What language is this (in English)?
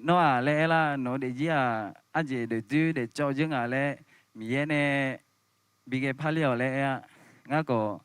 Akha